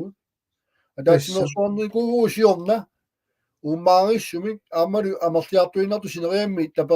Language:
Kalaallisut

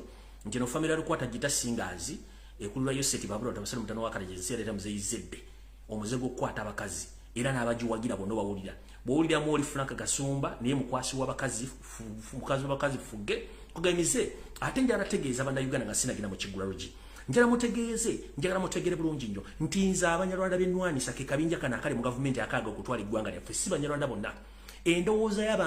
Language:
Ganda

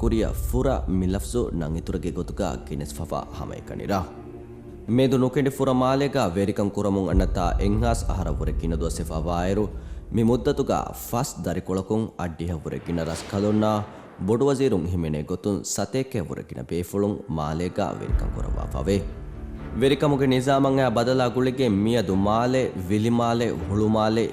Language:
Divehi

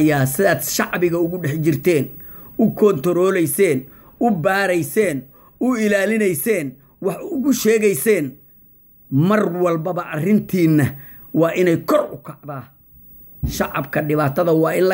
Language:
Somali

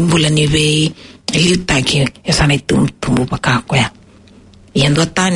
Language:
Fijian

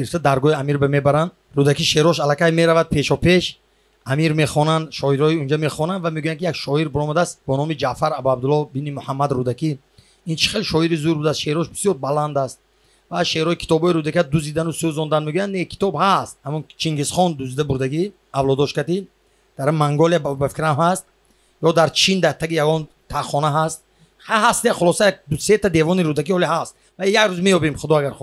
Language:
Tajik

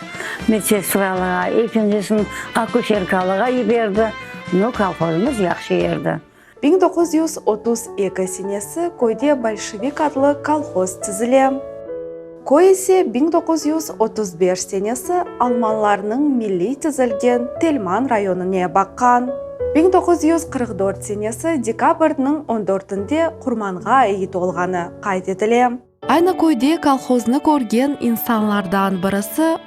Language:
Crimean Tatar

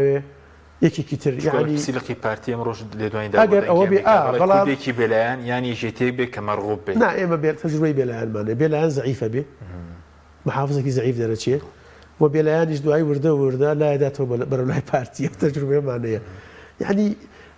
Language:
Central Kurdish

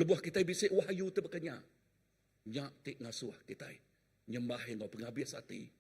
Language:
Iban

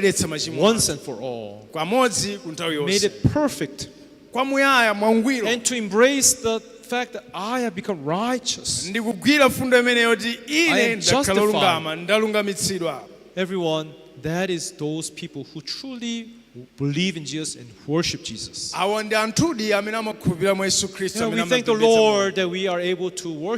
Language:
Nyanja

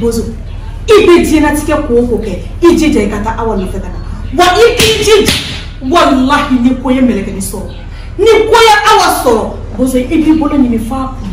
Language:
Bambara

